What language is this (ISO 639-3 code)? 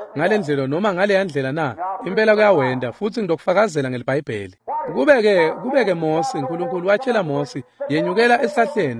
ssw